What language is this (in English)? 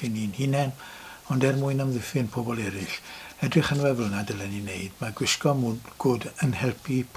Welsh